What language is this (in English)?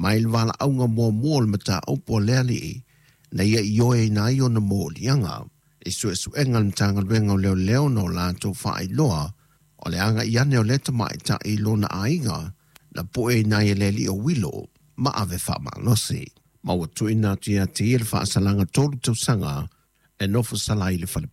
Samoan